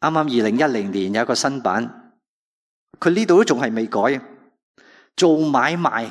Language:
Cantonese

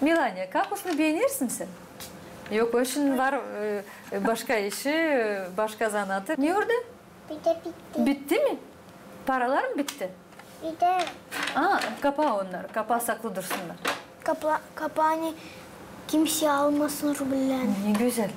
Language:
Gagauz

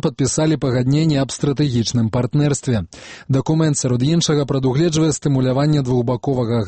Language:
Belarusian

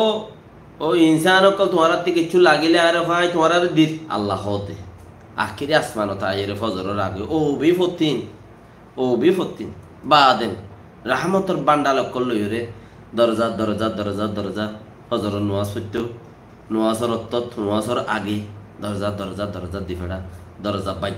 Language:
Rohingya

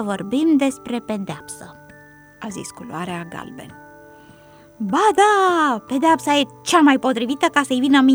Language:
Romanian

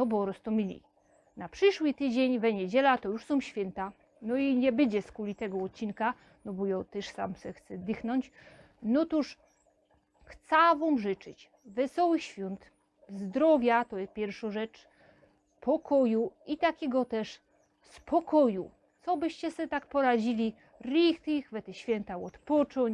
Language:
Silesian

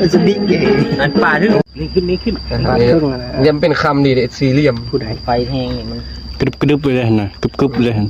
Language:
Northeastern Thai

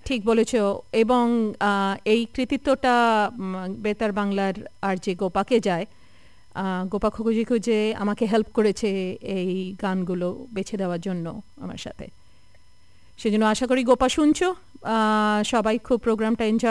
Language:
Bangla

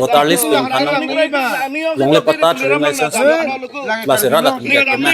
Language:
Karbi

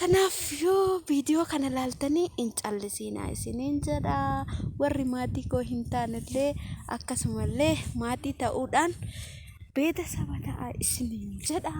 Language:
Oromo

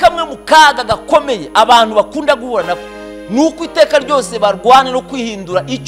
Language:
Kinyarwanda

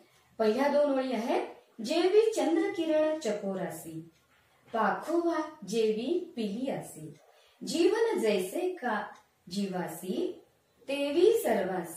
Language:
Marathi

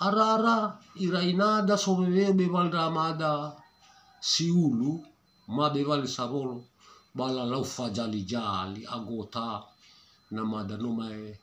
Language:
Nias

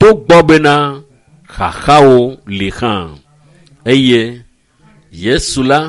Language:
Ewe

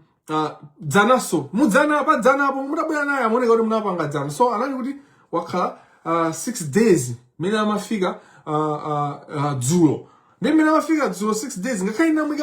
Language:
Nyanja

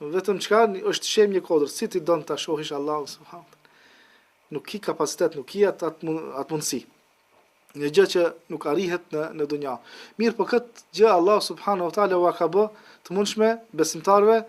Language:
Albanian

